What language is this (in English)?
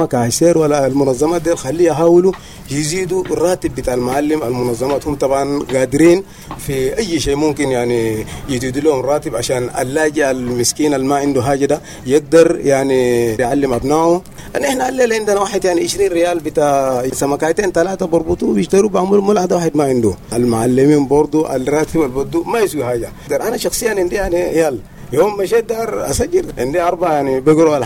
Sudanese Arabic